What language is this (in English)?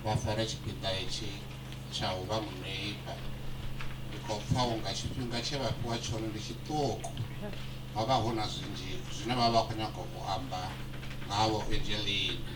Venda